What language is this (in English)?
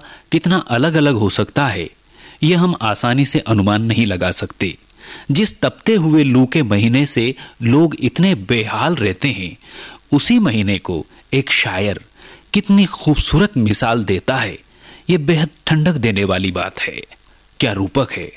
Hindi